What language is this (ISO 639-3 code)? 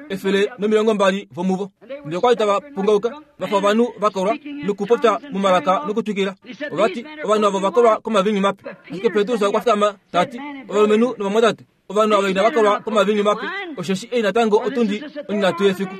kua